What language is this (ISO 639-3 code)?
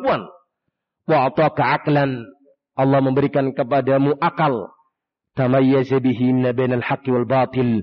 ind